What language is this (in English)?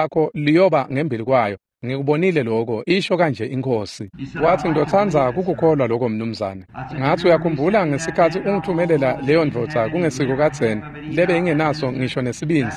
Swati